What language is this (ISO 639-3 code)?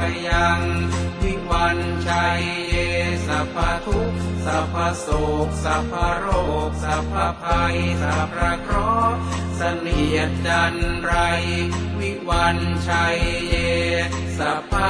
pli